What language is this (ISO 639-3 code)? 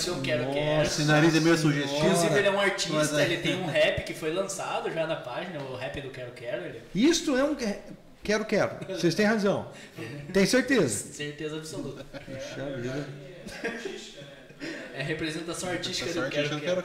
por